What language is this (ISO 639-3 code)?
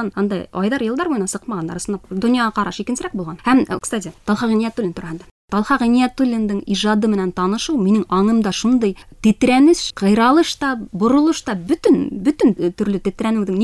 bak